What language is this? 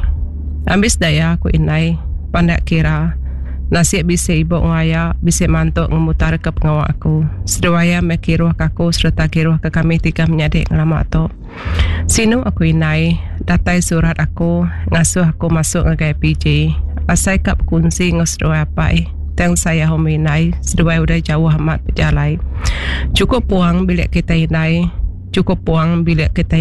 Iban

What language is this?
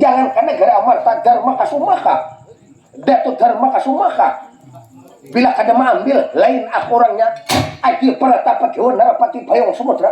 Banjar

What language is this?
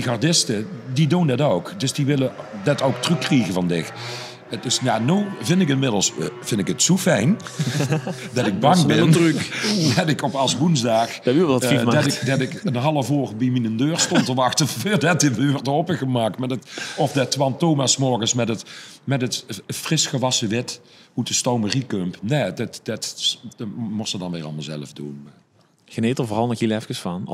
Limburgish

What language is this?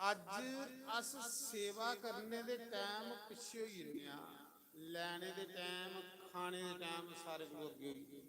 Dogri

